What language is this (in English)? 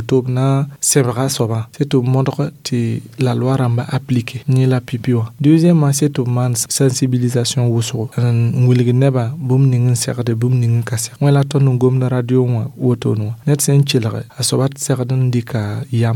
Mossi